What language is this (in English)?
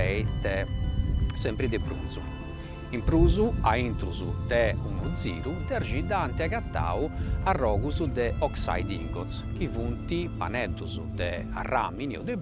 Sardinian